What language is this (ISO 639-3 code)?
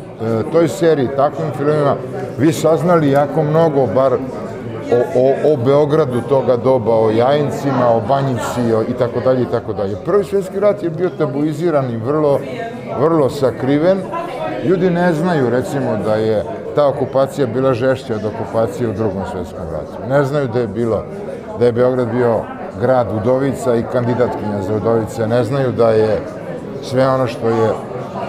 srp